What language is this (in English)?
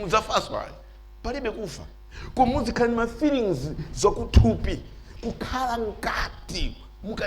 Nyanja